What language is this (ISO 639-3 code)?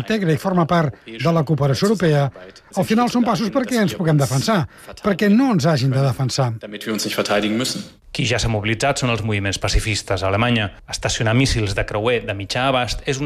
cat